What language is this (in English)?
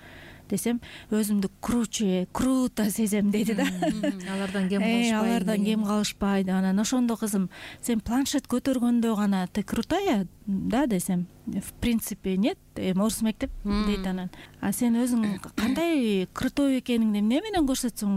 Kyrgyz